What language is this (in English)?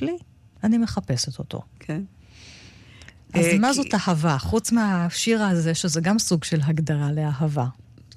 Hebrew